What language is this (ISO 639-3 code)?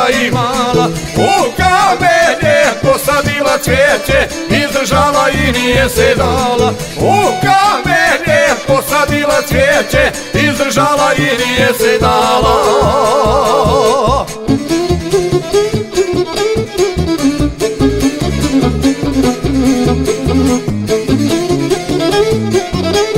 hrv